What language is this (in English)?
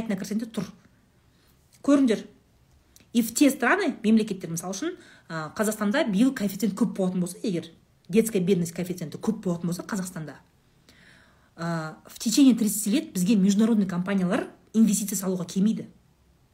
Kazakh